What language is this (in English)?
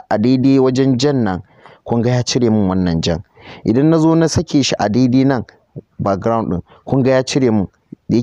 Hausa